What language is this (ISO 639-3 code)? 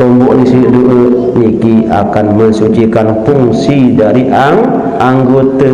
sas